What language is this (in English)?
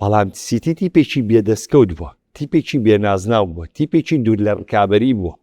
Central Kurdish